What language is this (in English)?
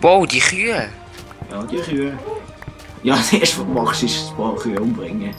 Swiss German